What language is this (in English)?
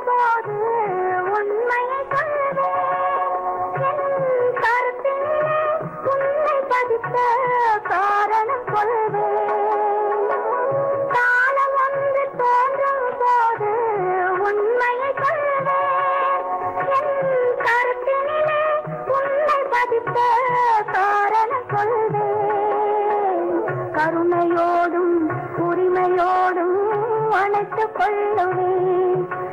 Tamil